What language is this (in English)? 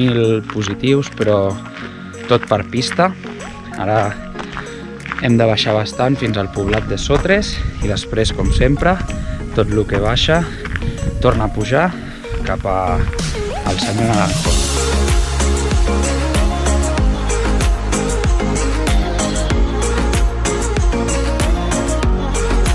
Catalan